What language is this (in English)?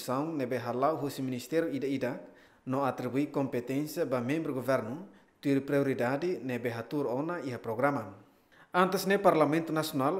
Tetum